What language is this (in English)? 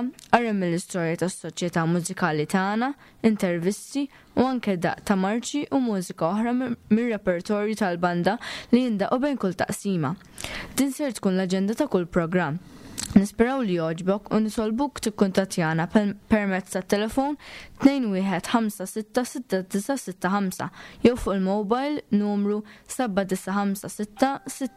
Maltese